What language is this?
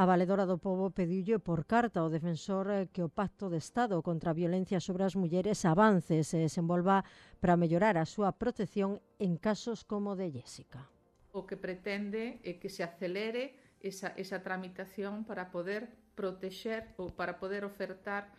Galician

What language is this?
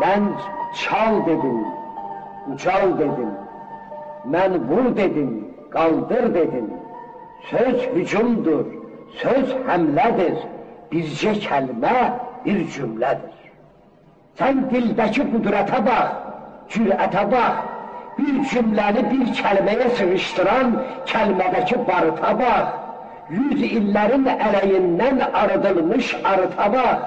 South Azerbaijani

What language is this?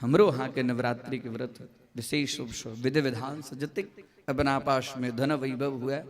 Maithili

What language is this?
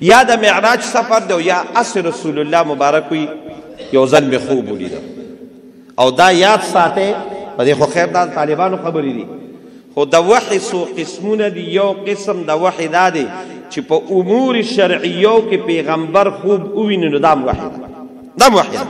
Pashto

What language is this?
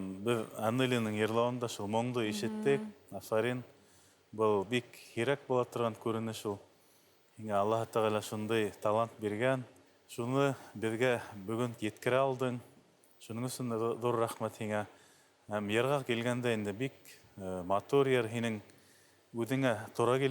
Bashkir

